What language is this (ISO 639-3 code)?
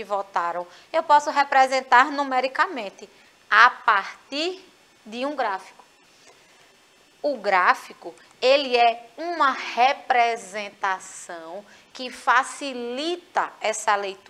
por